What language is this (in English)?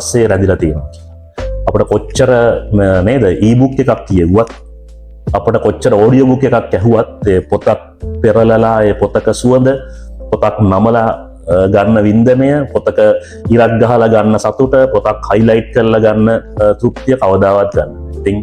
Sinhala